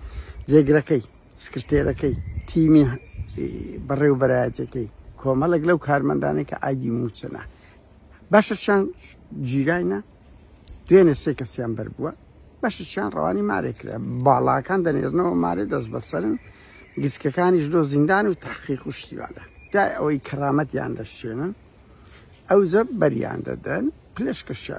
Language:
Central Kurdish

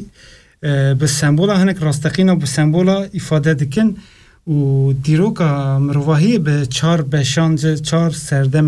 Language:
Kurdish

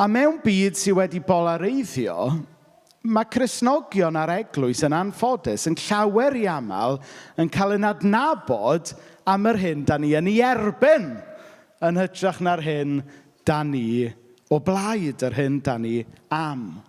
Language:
Welsh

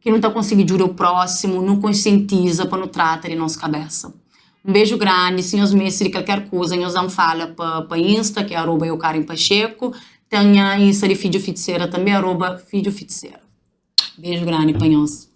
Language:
Kabuverdianu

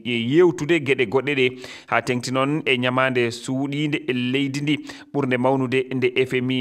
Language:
Fula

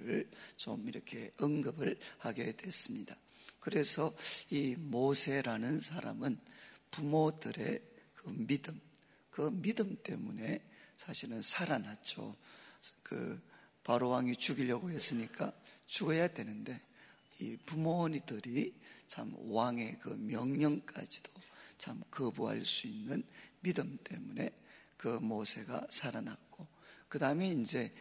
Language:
Korean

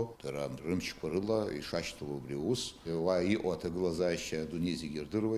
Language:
Abkhazian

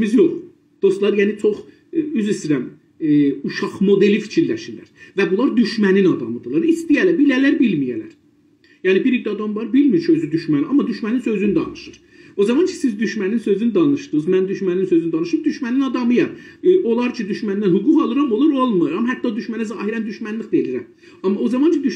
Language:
South Azerbaijani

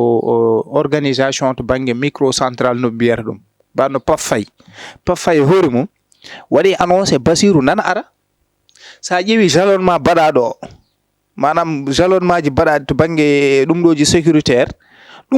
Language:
Fula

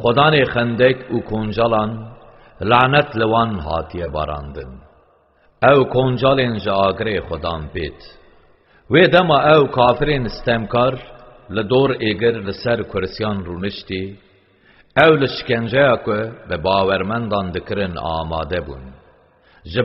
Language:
Kurdish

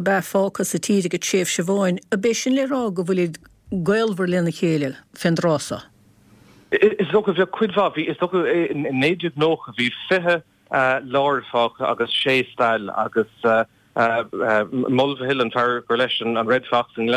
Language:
Irish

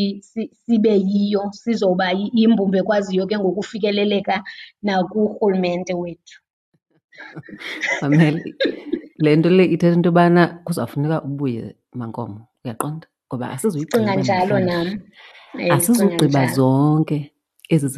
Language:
Xhosa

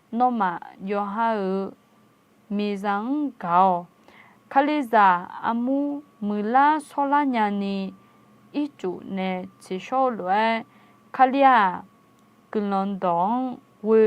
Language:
Akha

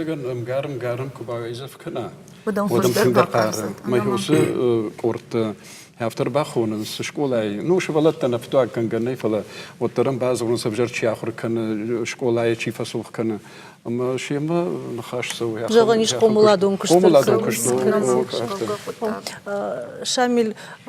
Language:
Ossetic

